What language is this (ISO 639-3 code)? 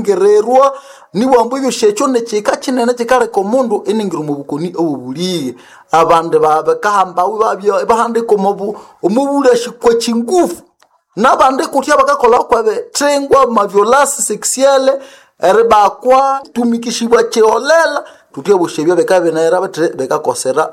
nnb